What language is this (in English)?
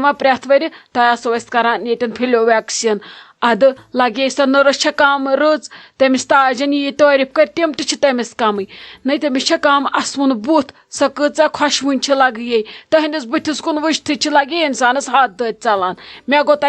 Kashmiri